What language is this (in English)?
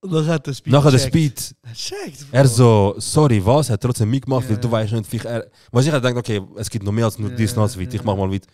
Swiss German